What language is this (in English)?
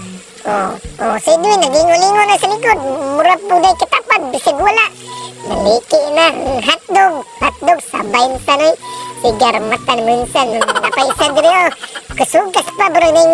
Cebuano